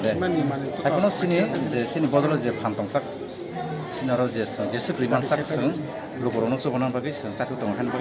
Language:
Kok Borok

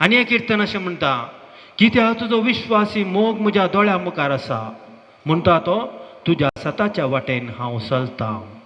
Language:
Konkani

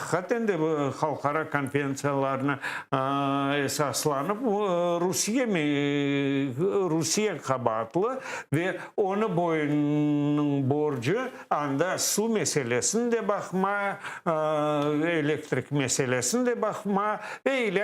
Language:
Crimean Tatar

